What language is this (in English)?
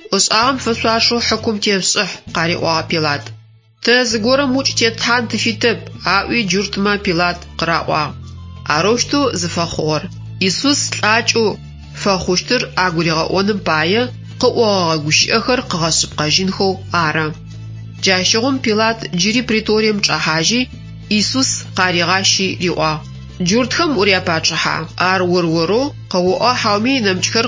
Adyghe